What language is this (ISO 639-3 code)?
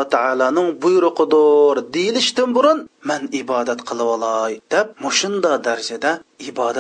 uig